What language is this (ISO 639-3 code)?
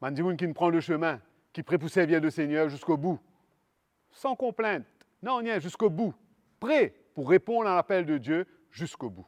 mfe